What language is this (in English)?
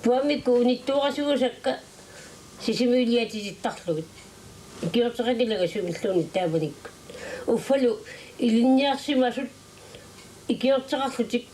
Kalaallisut